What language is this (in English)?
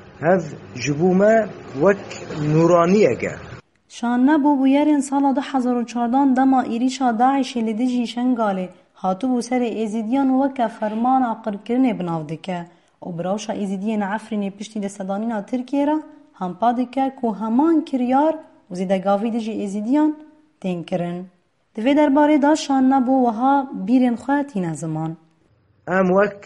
Kurdish